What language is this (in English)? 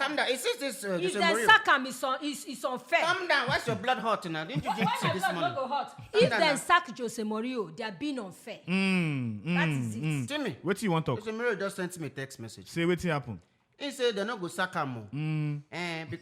Nigerian Pidgin